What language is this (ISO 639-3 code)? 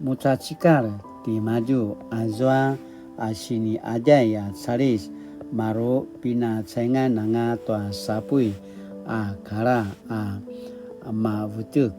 pwn